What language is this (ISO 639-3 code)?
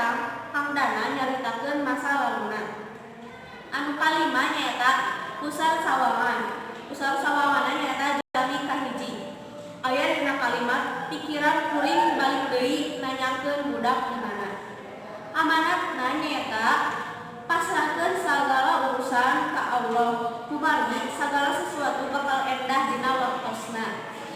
sun